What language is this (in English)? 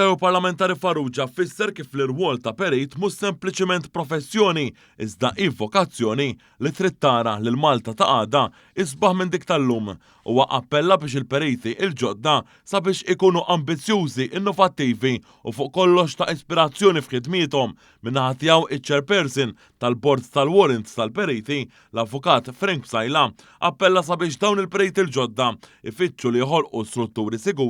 Maltese